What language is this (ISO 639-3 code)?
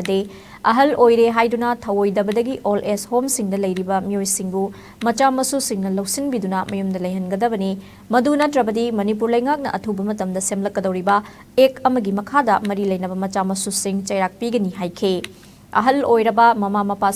mni